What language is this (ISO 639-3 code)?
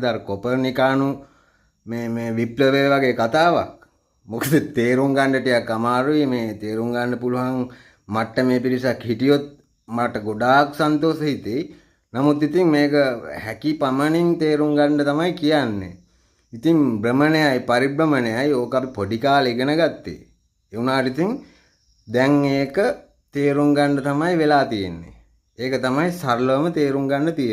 sin